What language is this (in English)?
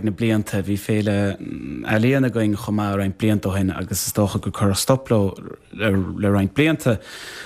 Irish